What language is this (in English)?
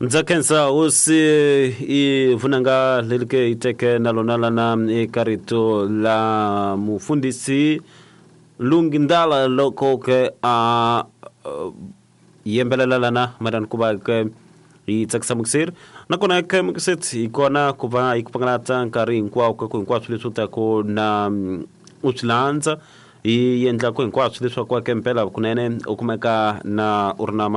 Tsonga